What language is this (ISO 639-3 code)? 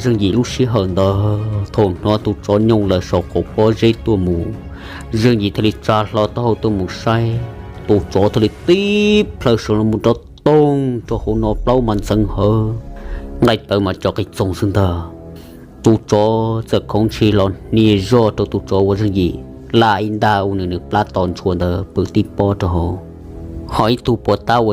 hmn